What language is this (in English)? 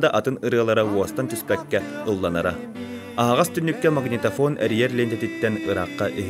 Yakut